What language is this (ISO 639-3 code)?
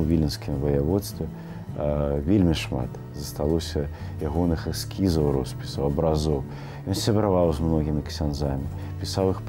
bel